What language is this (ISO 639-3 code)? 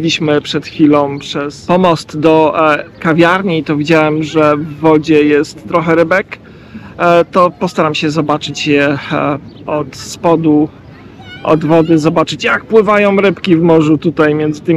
pol